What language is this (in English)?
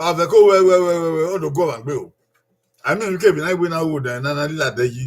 Bini